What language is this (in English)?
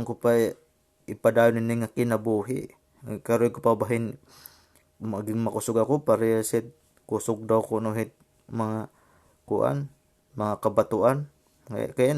Waray